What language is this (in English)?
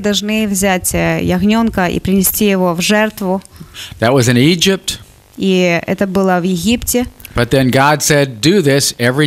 Russian